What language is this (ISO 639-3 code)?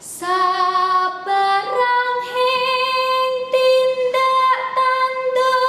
jav